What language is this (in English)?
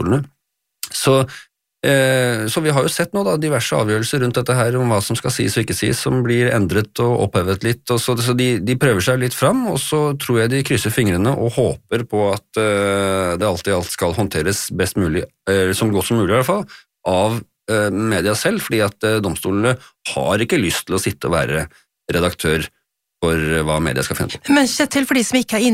Norwegian